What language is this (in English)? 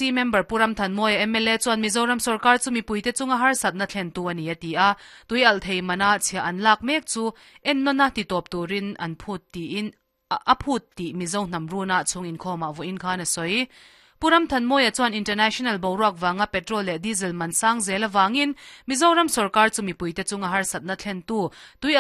Mizo